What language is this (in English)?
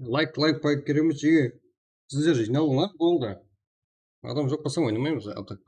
Kara-Kalpak